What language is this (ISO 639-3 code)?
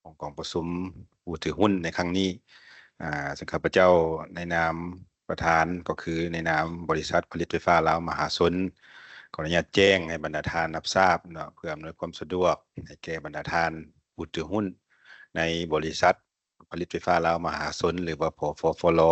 lao